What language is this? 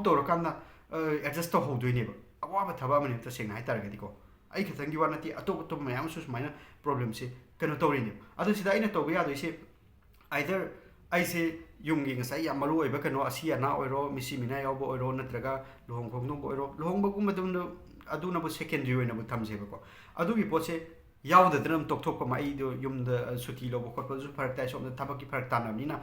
Manipuri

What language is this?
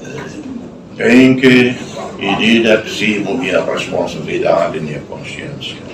Tetum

